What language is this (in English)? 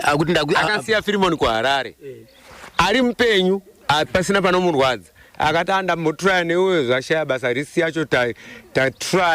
Shona